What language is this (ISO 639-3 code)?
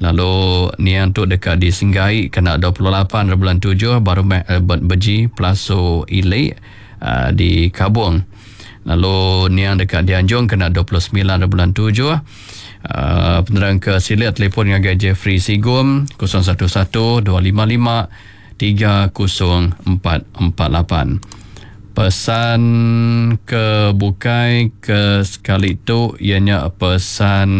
iba